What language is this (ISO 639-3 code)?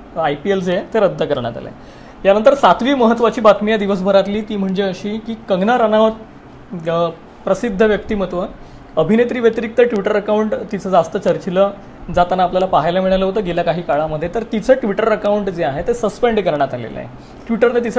mar